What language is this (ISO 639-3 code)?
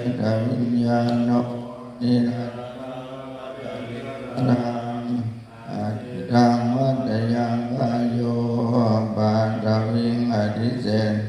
pli